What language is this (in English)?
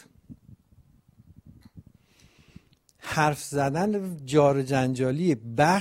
Persian